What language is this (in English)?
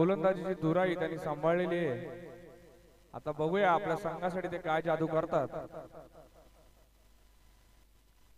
Marathi